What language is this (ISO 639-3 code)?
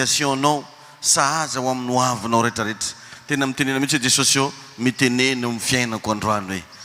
mlg